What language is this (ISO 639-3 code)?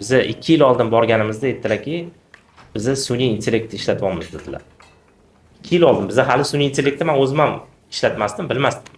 uzb